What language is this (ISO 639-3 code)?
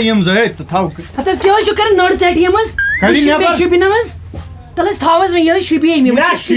kas